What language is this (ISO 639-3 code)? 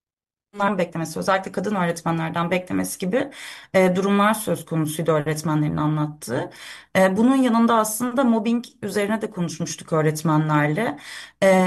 tur